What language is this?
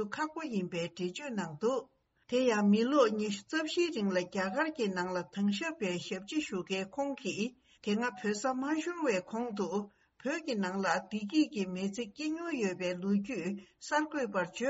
Tibetan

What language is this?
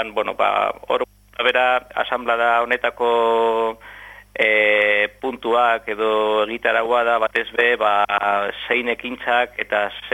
Basque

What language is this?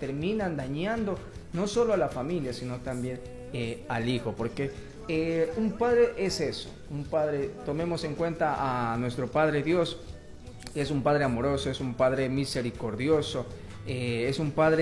Spanish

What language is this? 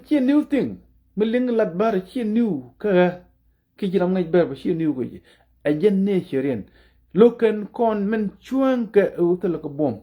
Nuer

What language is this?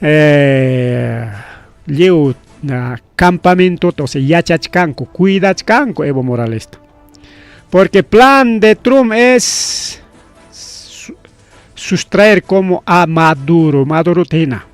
Ayacucho Quechua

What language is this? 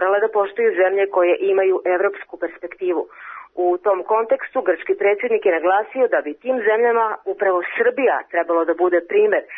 Serbian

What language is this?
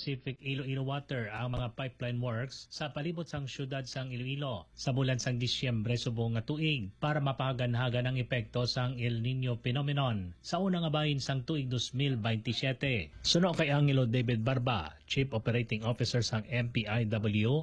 Hiligaynon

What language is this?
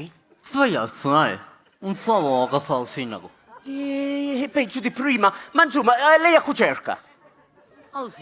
Sicilian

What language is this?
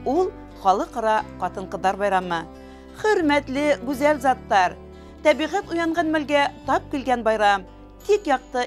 Bashkir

